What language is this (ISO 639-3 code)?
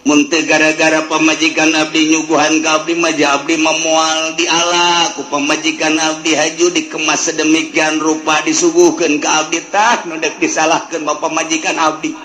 sun